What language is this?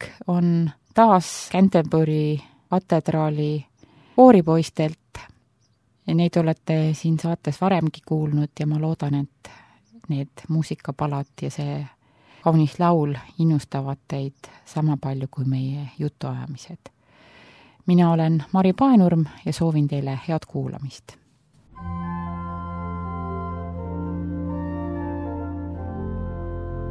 Estonian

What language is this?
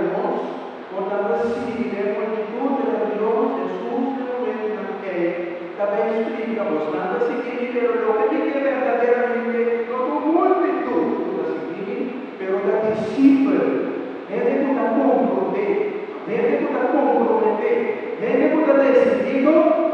Papiamento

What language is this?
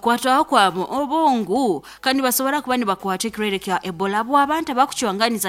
Nyankole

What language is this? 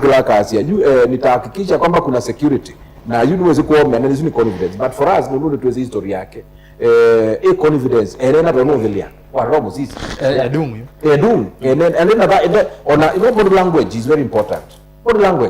Kamba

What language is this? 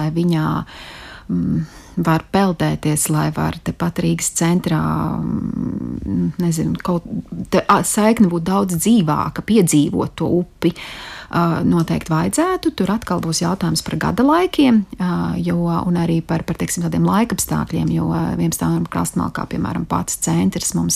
Latvian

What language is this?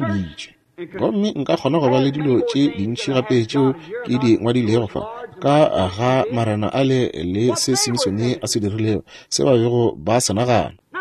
Northern Sotho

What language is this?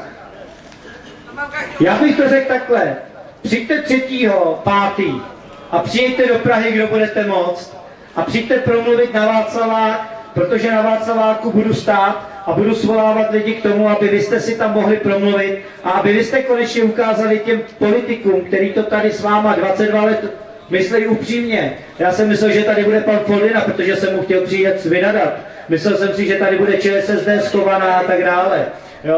Czech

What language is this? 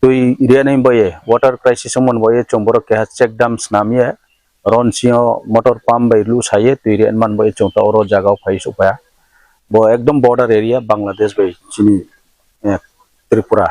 Riang (India)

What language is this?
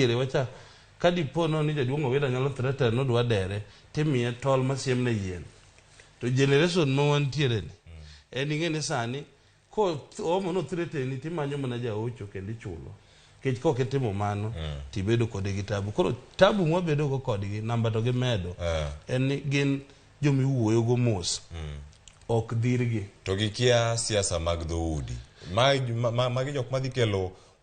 Luo (Kenya and Tanzania)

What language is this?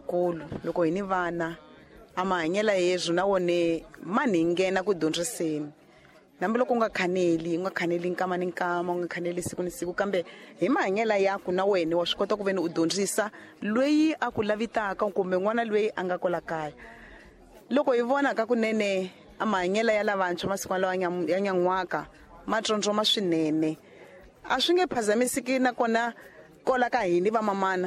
Tsonga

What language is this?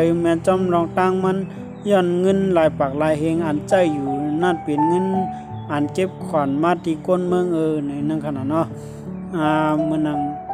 Shan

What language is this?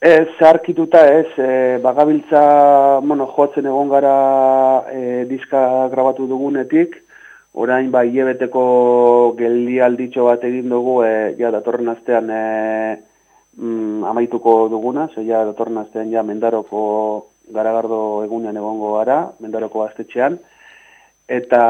Basque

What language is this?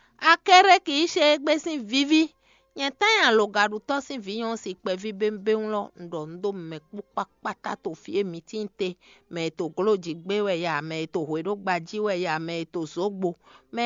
Fon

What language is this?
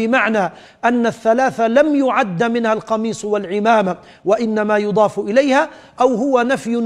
Arabic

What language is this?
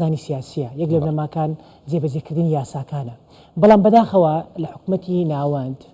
Central Kurdish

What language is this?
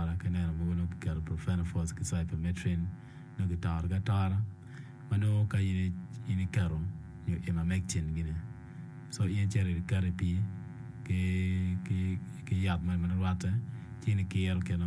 Acoli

